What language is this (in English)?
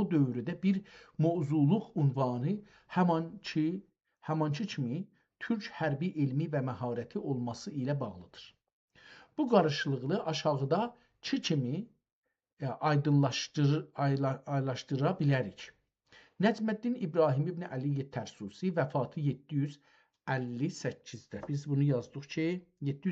South Azerbaijani